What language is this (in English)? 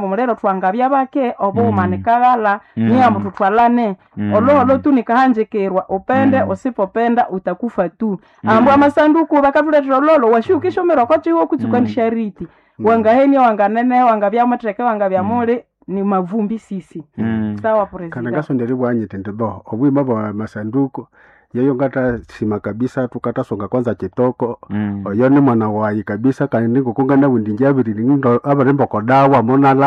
Nande